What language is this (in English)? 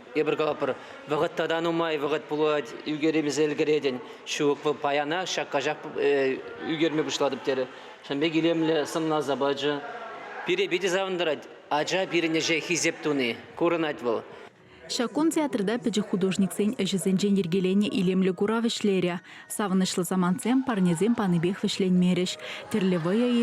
Chuvash